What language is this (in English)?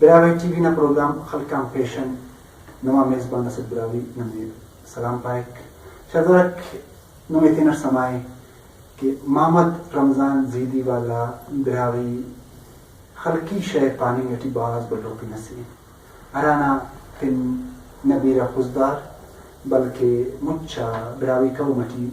Brahui